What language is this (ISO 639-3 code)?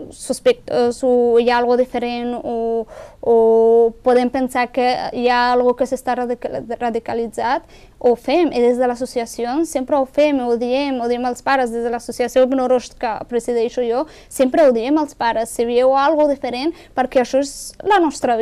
cat